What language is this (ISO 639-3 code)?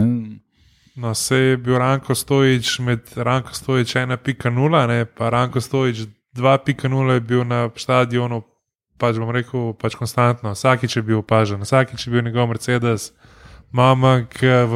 slv